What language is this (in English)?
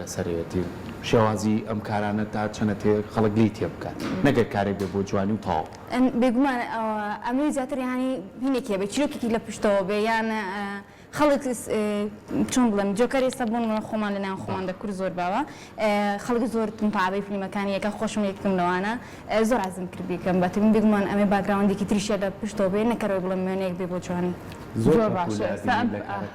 Central Kurdish